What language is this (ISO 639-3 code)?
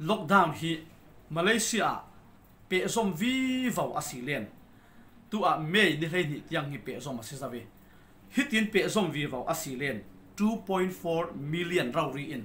cfm